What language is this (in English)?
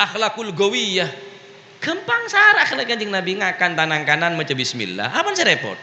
Madurese